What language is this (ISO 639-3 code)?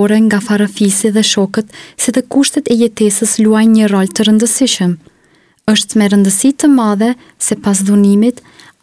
sqi